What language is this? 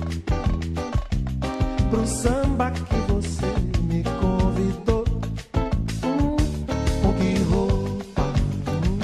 Portuguese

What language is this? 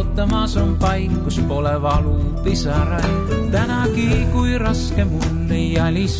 Estonian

